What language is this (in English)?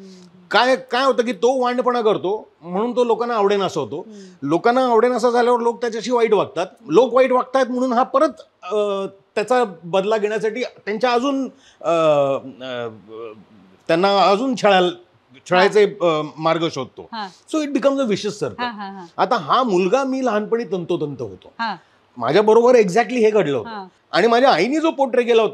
Marathi